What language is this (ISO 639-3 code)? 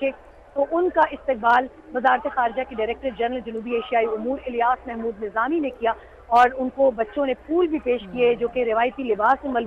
urd